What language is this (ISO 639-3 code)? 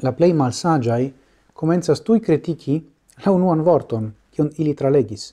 epo